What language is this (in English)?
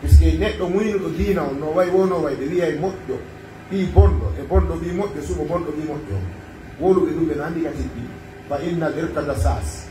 Fula